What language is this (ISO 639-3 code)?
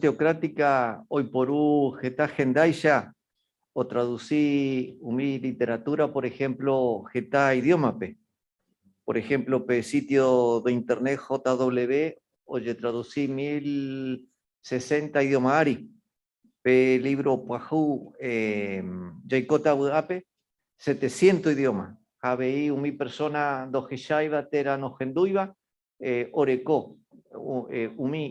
grn